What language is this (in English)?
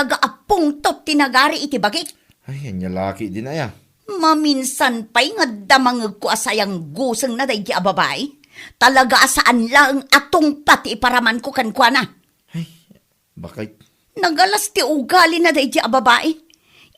Iloko